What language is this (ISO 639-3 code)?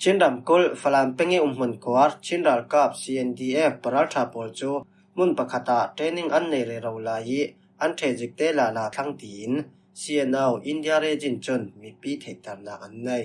cfm